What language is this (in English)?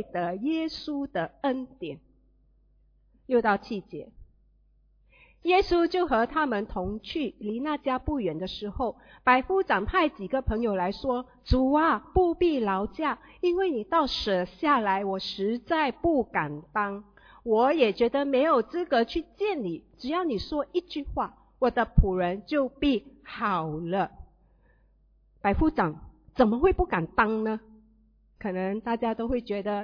Chinese